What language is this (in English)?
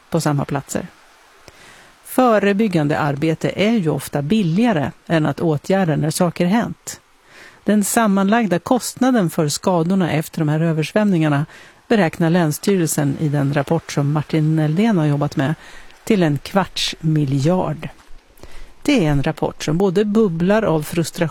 Swedish